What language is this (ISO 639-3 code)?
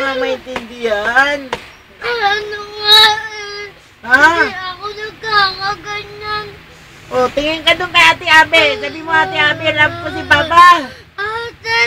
fil